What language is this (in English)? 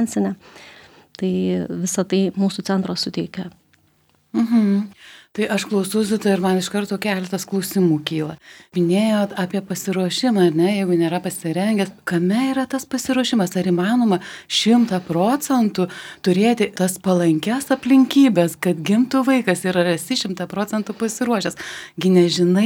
Lithuanian